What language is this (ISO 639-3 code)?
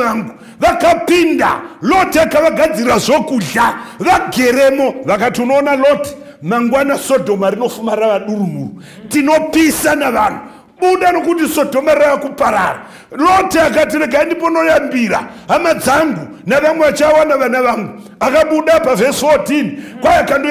sna